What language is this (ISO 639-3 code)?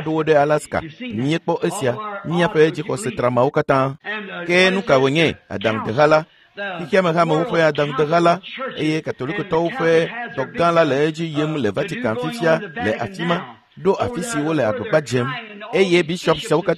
ewe